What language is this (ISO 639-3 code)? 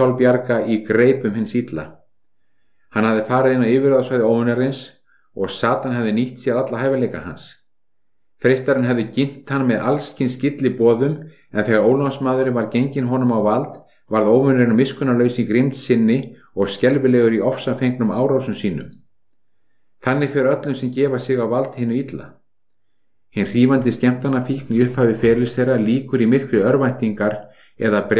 isl